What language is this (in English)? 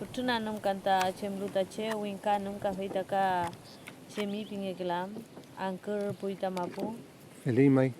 Mapuche